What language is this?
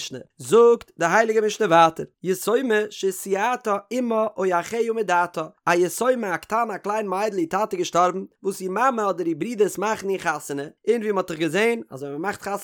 Yiddish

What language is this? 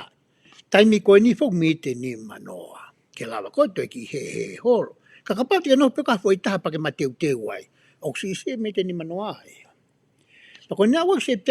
Tongan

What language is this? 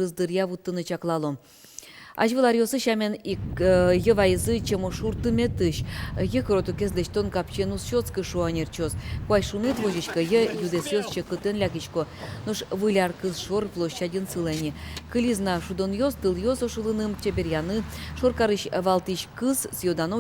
Udmurt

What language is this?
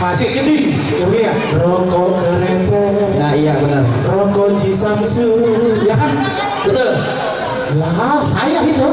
Betawi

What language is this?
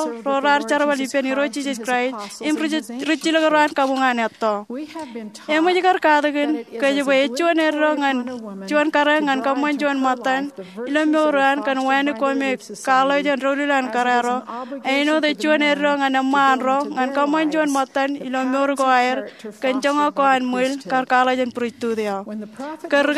Marshallese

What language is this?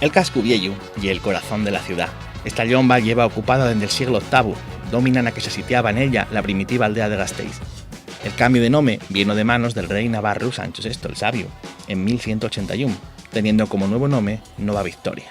Asturian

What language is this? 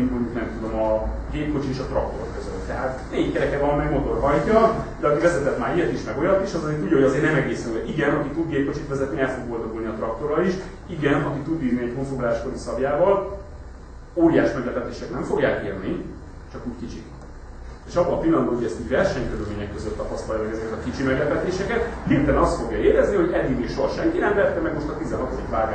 Hungarian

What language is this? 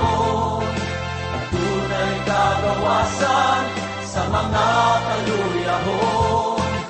Cebuano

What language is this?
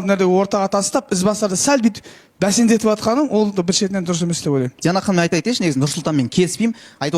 Kazakh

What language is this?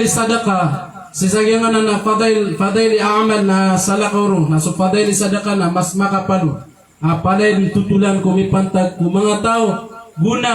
Maranao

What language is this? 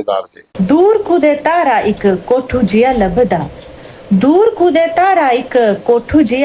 Dogri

